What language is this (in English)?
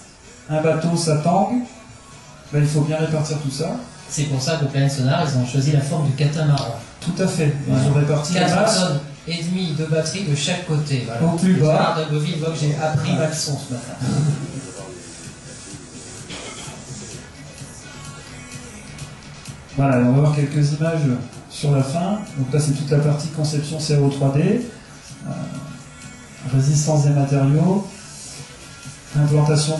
French